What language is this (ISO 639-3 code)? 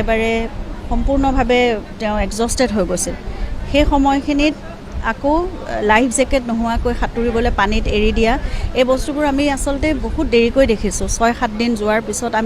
asm